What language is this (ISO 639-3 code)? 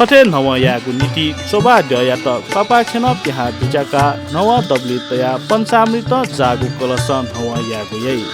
new